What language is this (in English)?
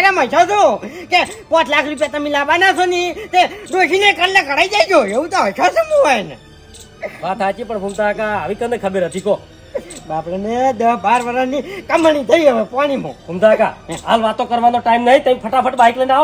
Gujarati